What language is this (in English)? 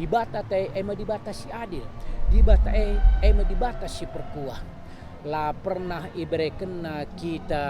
Batak Karo